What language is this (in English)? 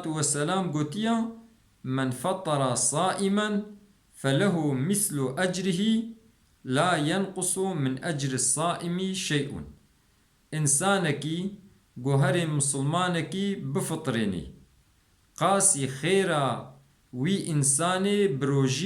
Kurdish